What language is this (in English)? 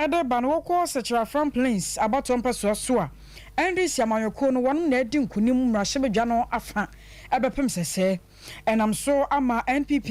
Akan